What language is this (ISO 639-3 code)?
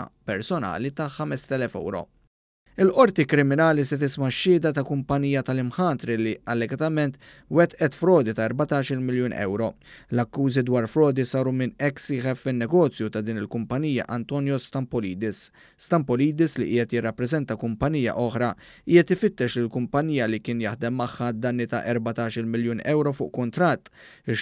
mlt